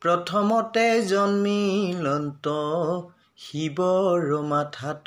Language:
Assamese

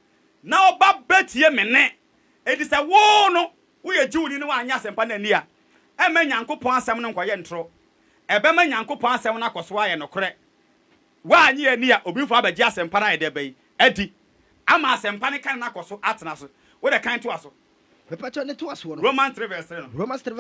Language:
Akan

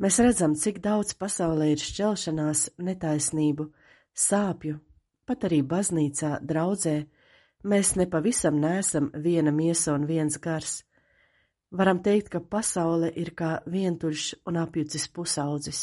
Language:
Latvian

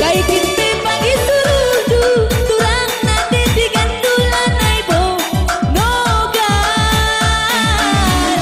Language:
Batak Karo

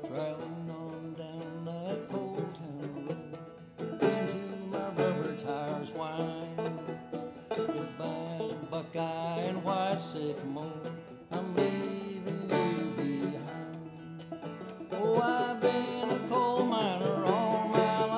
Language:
English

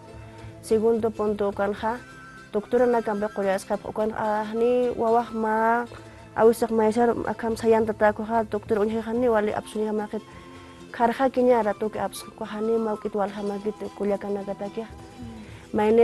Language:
Aymara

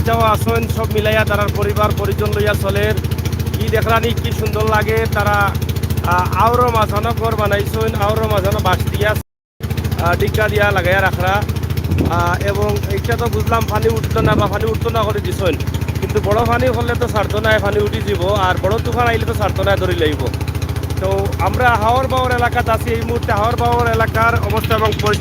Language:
Sylheti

